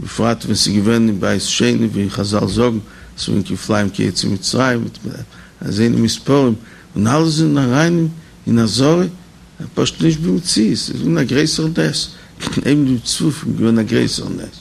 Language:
Yiddish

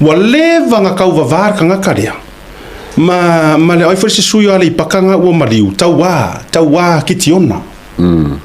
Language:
Samoan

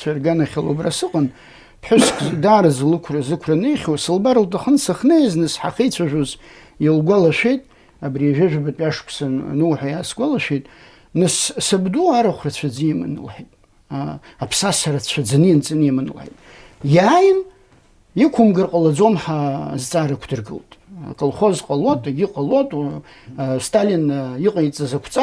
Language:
Abkhazian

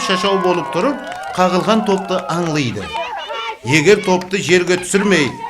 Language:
Kara-Kalpak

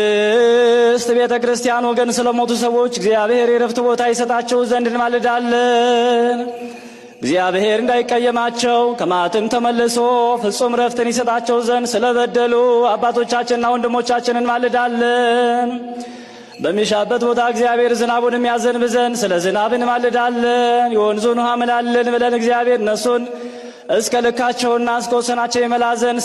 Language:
Amharic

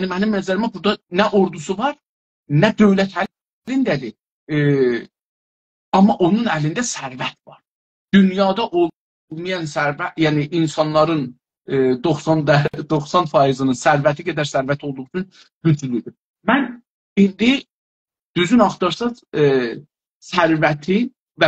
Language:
South Azerbaijani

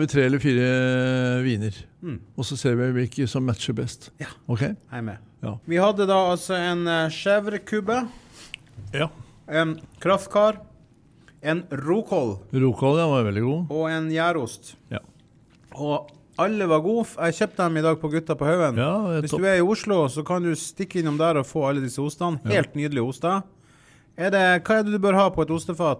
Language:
Norwegian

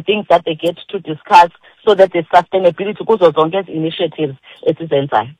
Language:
Xhosa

